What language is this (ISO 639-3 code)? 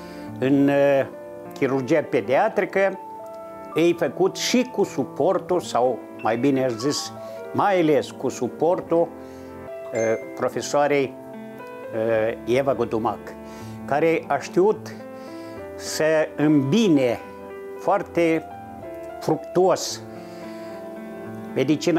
ron